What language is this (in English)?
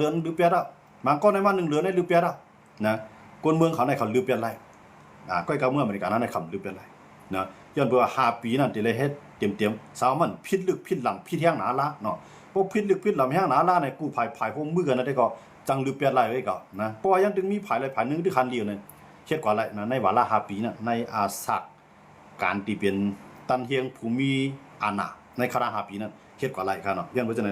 Shan